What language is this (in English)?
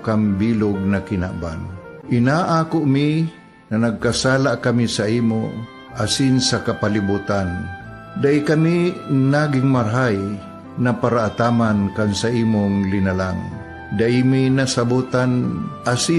Bikol